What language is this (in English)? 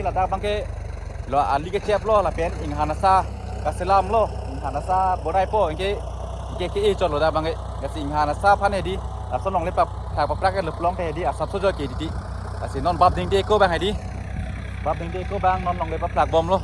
Karbi